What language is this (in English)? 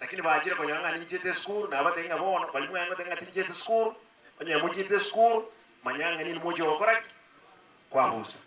Gusii